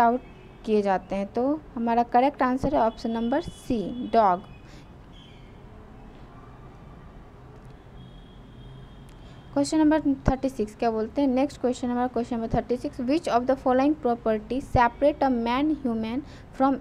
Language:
Hindi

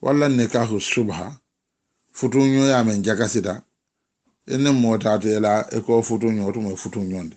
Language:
Mandingo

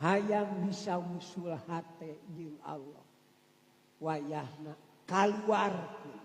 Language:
Sundanese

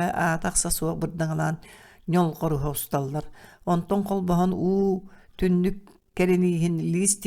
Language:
Yakut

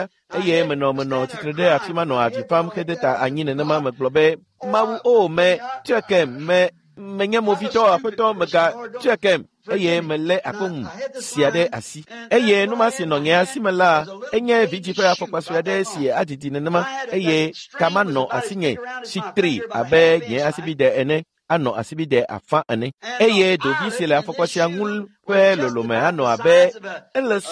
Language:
Ewe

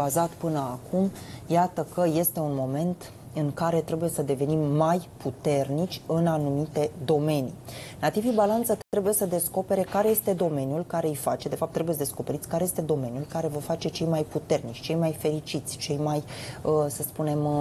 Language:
Romanian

